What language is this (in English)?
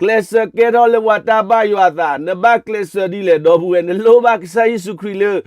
S'gaw Karen